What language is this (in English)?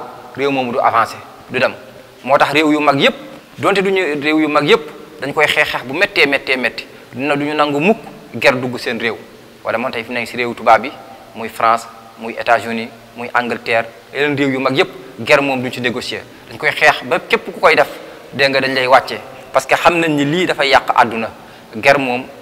Wolof